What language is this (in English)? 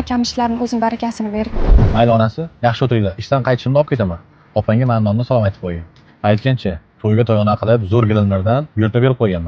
Uzbek